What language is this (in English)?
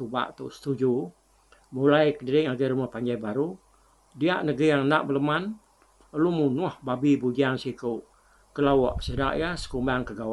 Iban